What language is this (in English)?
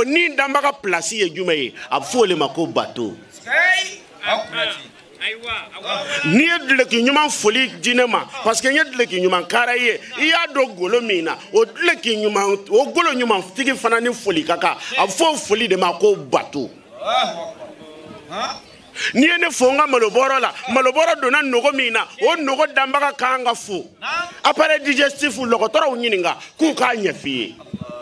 Bambara